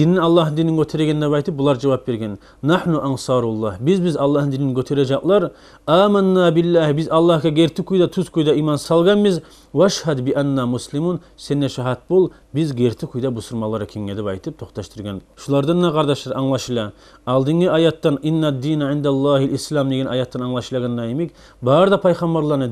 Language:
Kumyk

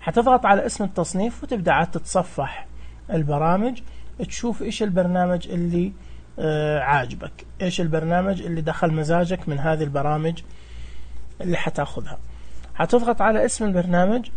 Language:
Najdi Arabic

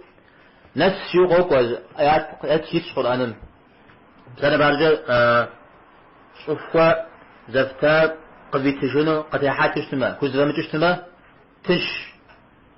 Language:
Kabardian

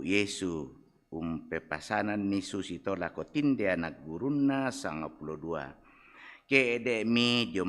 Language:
Toraja-Sa'dan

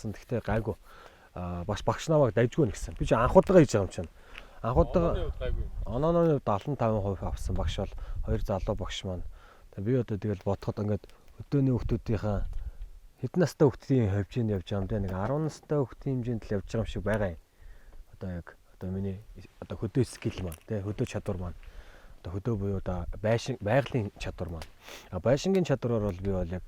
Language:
Mongolian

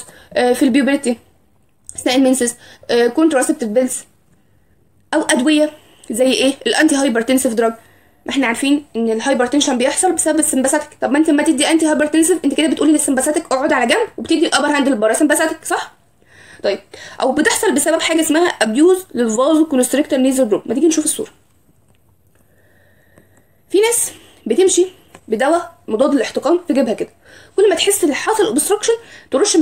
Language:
Egyptian Arabic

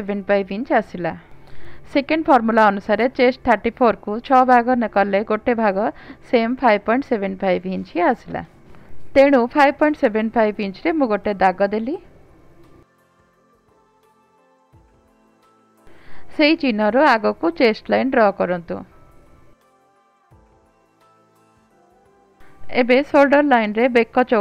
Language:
Odia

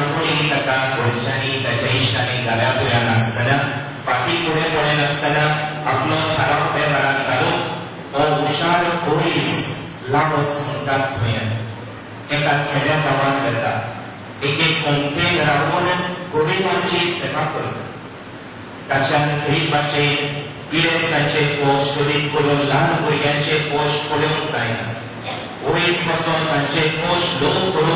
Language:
Konkani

